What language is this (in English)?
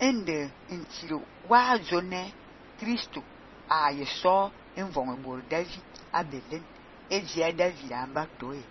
Fang